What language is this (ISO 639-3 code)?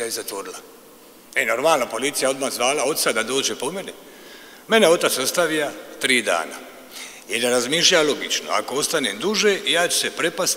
hrv